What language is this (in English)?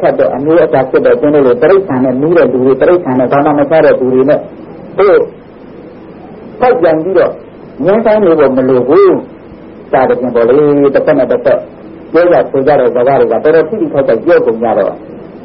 Burmese